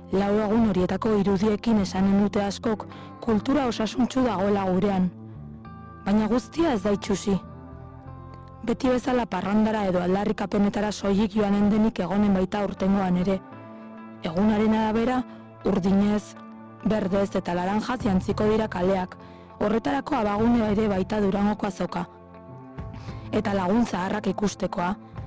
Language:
Basque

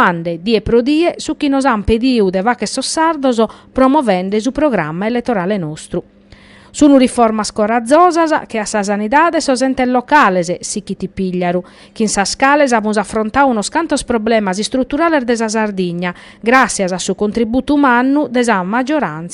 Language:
Sardinian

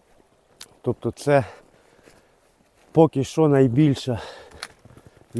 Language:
Ukrainian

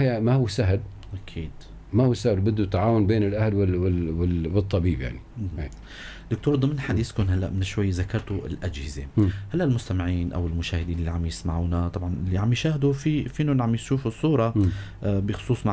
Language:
North Levantine Arabic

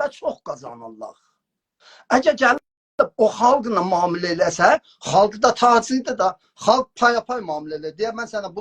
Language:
South Azerbaijani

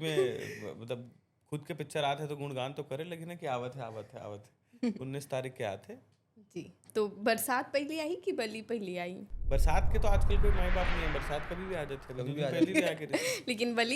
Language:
Chhattisgarhi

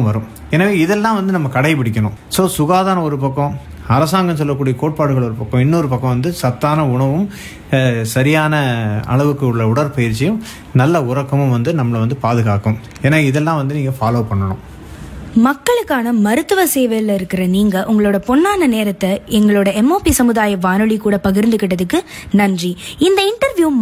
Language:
Tamil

